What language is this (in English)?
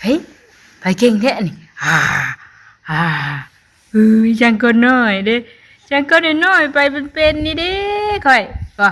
Northeastern Thai